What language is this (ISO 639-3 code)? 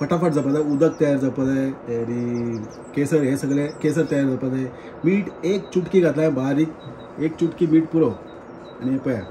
kok